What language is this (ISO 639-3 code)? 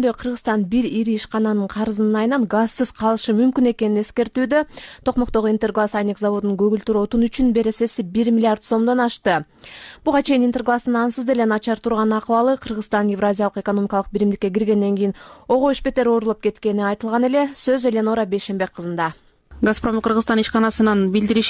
kir